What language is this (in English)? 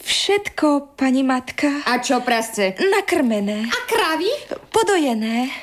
Slovak